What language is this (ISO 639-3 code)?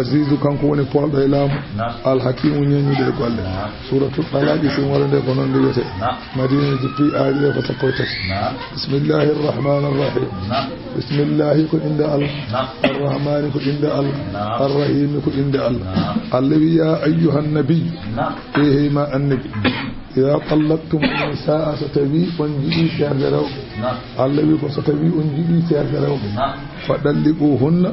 ful